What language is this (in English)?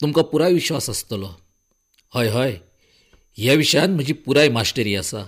Konkani